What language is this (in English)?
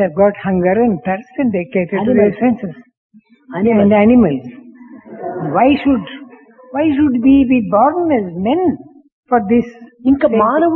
Telugu